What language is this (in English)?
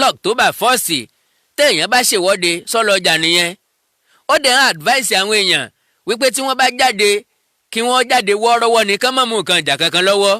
Yoruba